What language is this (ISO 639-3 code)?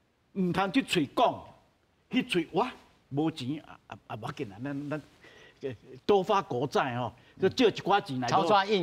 nan